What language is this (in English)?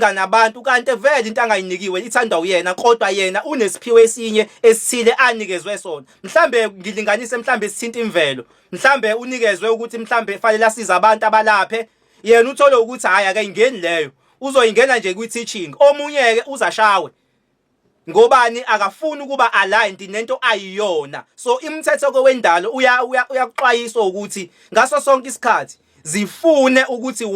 Zulu